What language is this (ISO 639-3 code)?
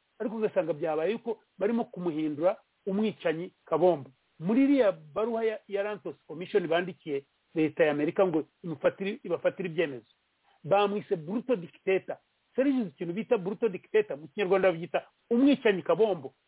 kin